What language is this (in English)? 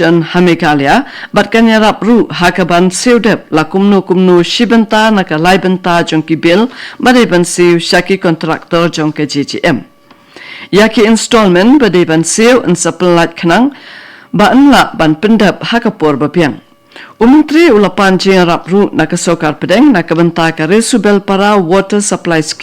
Khasi